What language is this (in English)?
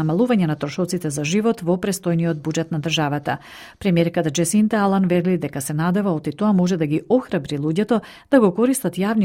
Macedonian